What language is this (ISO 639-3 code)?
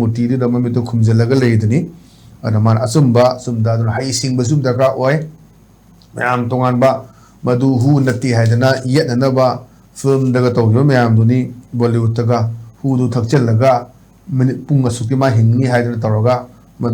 mni